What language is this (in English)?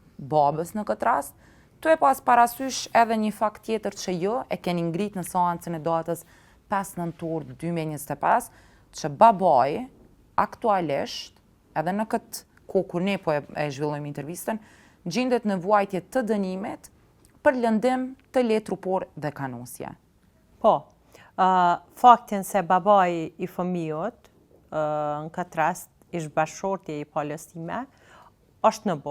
Albanian